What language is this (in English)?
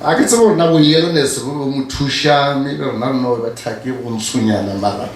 Northern Sotho